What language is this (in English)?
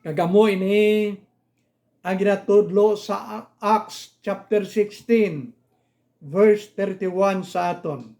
Hiligaynon